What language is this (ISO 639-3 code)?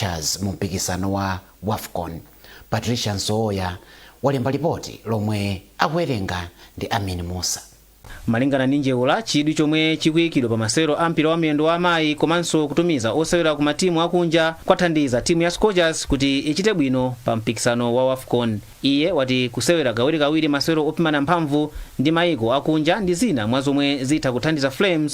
nya